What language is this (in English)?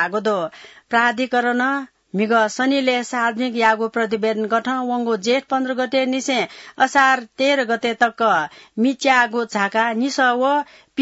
Newari